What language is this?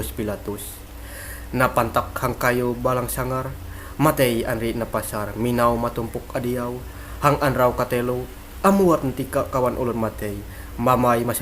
Ma'anyan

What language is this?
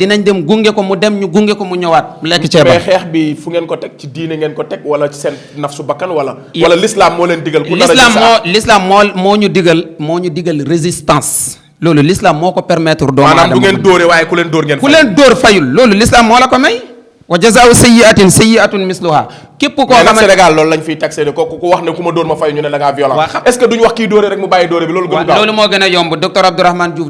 Wolof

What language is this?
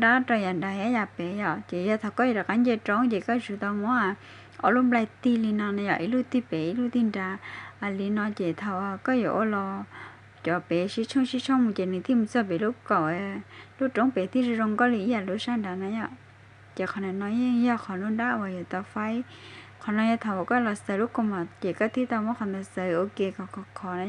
Hmong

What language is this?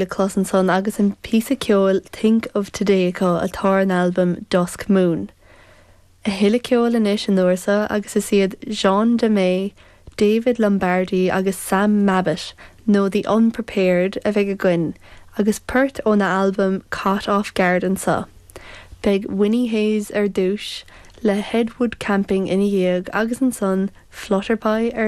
Irish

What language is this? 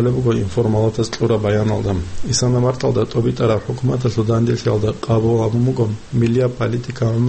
Avaric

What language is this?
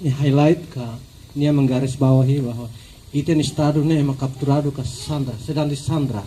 Tetum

